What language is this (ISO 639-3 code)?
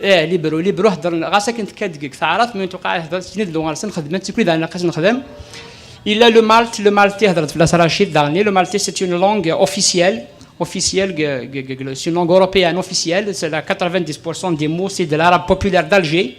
kab